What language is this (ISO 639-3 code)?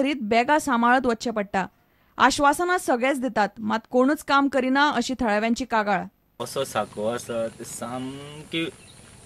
kok